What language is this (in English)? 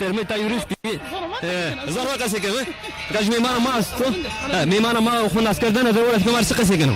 Zaza